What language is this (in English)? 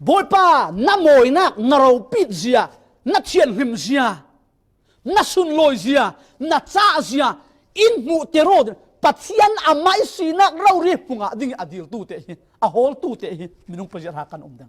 Falam Chin